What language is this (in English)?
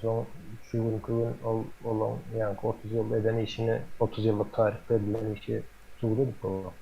Turkmen